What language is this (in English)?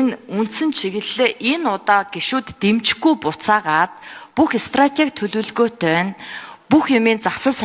Mongolian